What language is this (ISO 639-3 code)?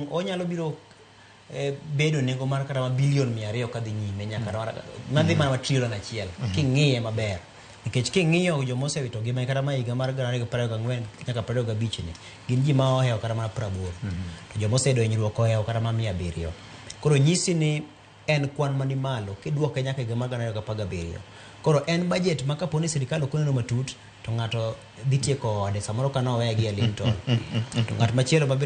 luo